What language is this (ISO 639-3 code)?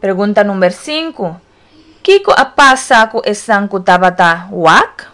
pap